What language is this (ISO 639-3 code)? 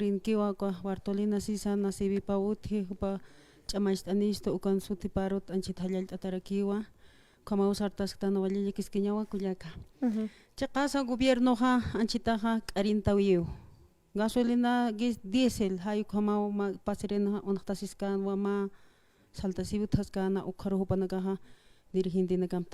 aym